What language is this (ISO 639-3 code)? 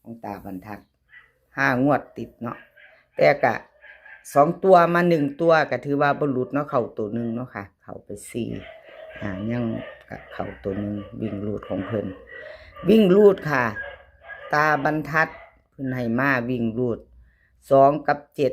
tts